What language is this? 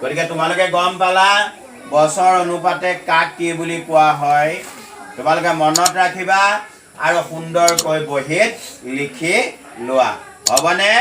Assamese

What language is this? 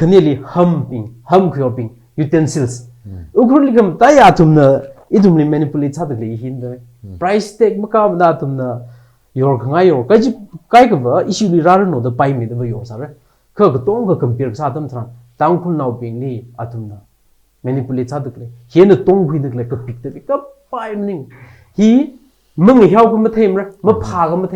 Tangkhul Naga (India)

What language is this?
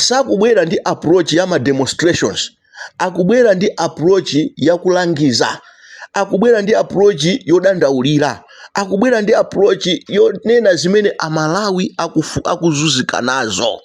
Nyanja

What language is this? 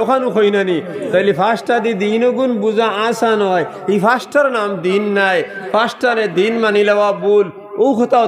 Sylheti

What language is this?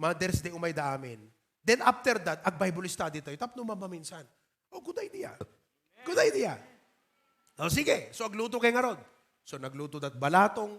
Iloko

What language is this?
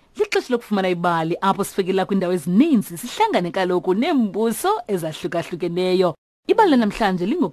Xhosa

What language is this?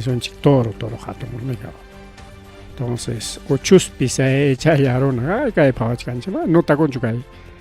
Ayacucho Quechua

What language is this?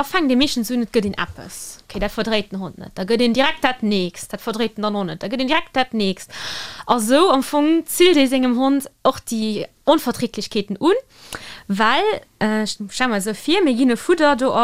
Luxembourgish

